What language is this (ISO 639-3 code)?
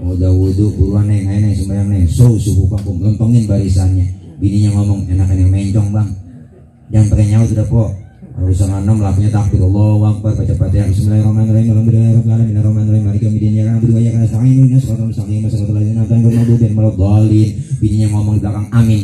bew